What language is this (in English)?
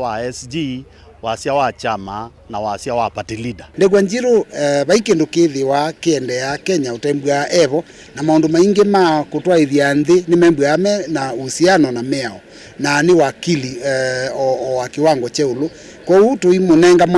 Kamba